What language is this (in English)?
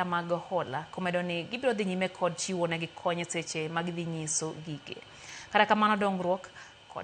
Luo (Kenya and Tanzania)